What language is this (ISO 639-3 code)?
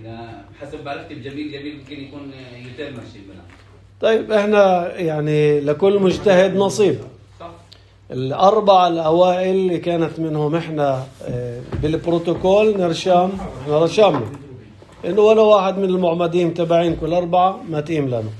apc